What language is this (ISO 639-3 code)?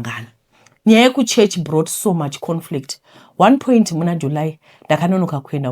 sna